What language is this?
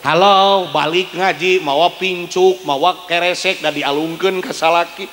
Sundanese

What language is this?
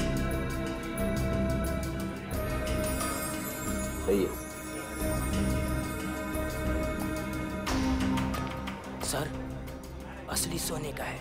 Hindi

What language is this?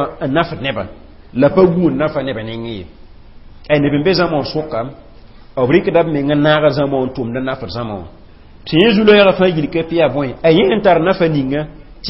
Mossi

